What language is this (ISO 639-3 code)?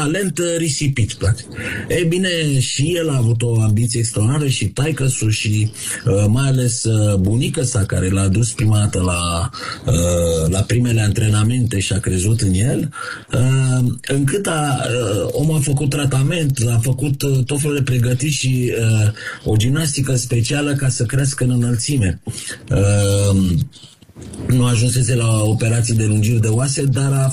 ron